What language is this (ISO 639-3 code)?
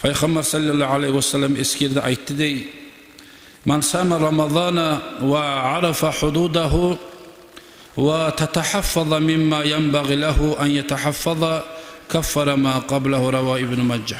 kum